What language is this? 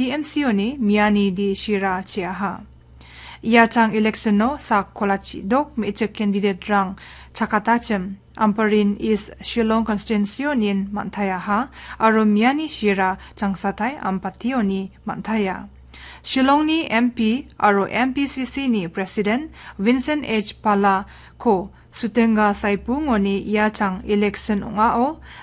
Garo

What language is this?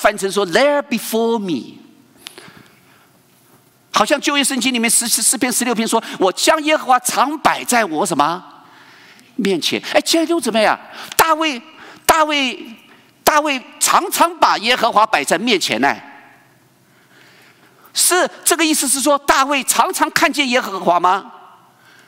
Chinese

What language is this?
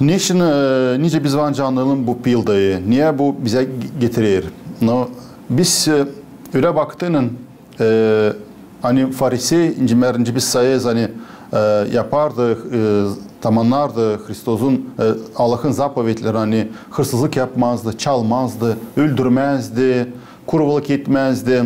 Gagauz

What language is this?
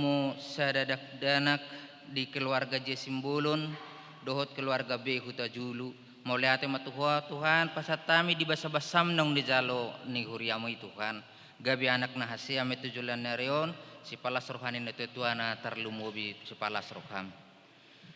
Batak Toba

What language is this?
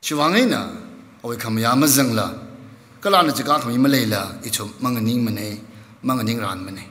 Tangkhul Naga (India)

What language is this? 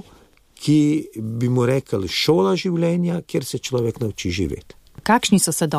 Slovenian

